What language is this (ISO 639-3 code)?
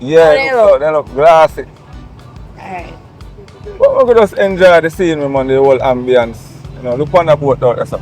jam